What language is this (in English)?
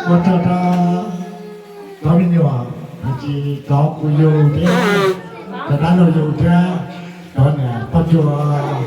Hmong